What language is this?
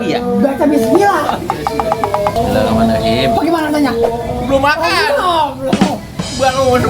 Betawi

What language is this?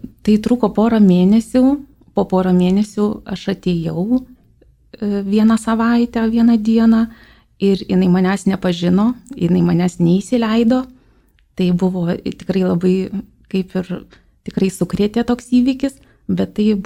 Lithuanian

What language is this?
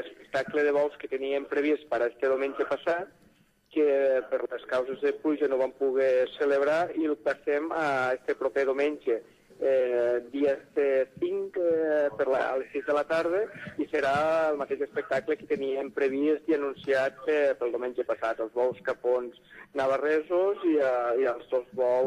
Catalan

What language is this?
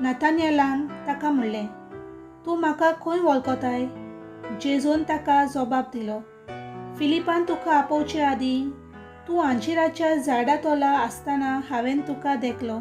Konkani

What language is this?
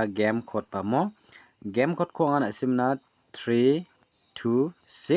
Garo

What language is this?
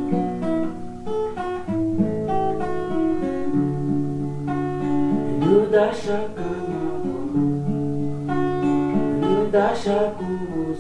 Kinyarwanda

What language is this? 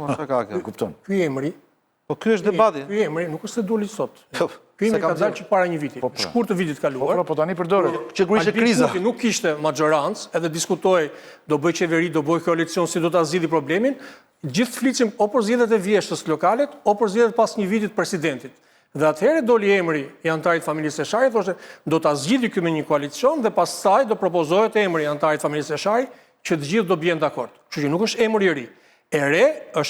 Albanian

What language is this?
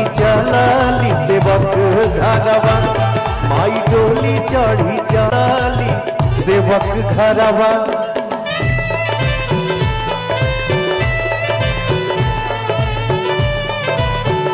Bhojpuri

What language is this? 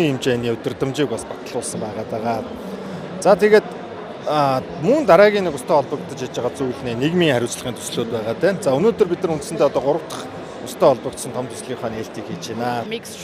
Mongolian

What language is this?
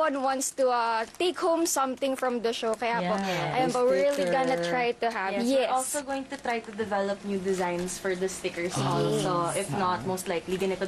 Filipino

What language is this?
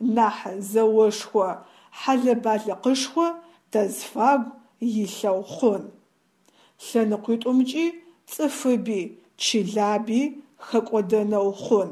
Adyghe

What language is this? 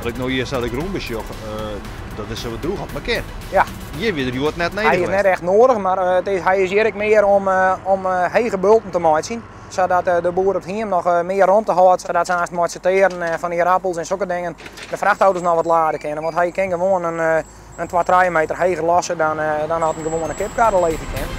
Western Frisian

